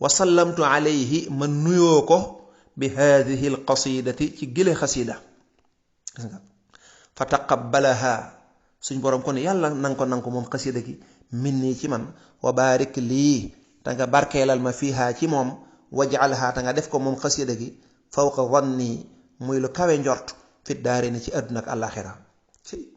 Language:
Wolof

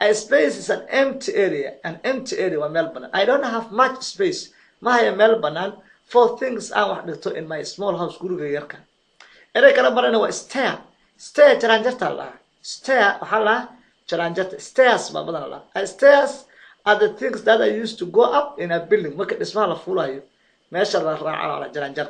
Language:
Somali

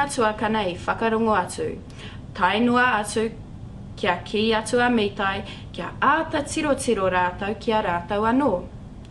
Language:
Māori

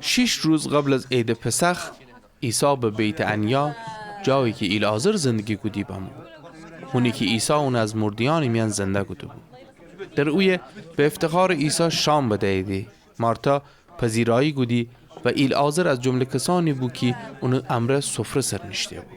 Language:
Gilaki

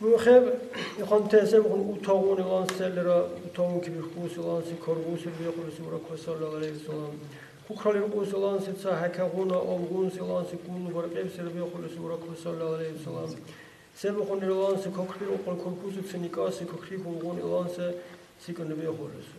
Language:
Dargwa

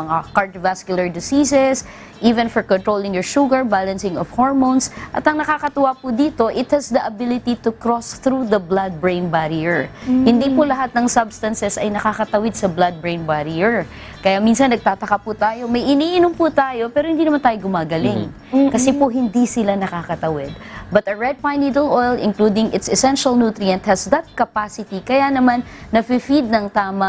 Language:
Filipino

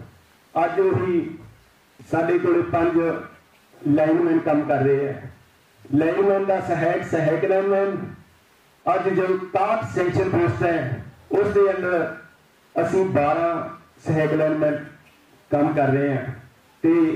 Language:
Punjabi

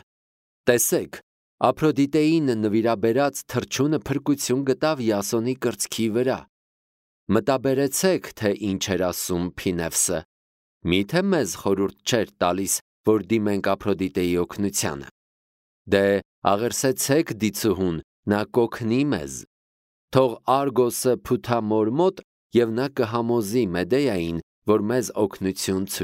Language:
Armenian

